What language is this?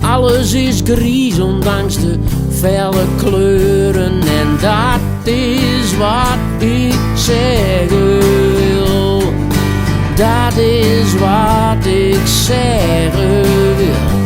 Western Frisian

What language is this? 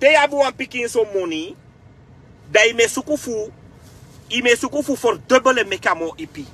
Sranan Tongo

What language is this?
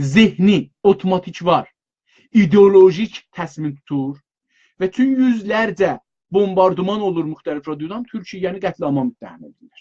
South Azerbaijani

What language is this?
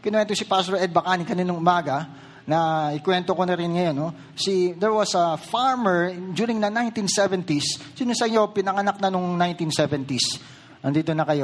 Filipino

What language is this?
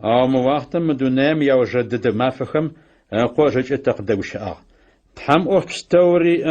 Adyghe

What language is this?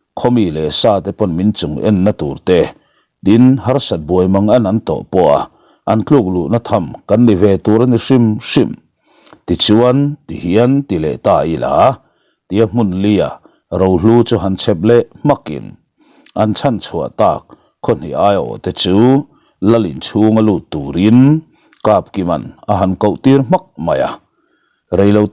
Mizo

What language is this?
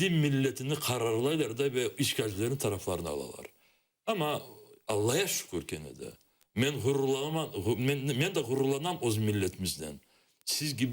Crimean Tatar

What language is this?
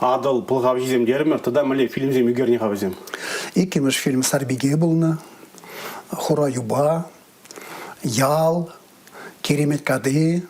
Chuvash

